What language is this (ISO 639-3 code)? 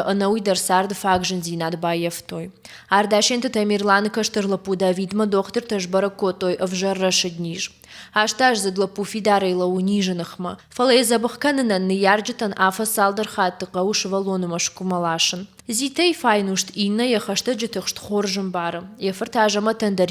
oss